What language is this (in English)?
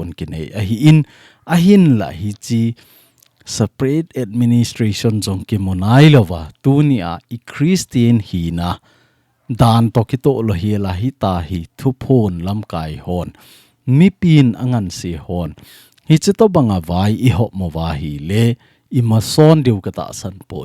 Thado Chin